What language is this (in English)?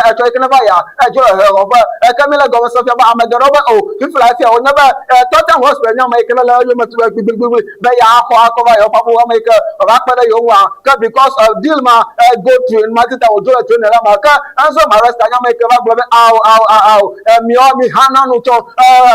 Ewe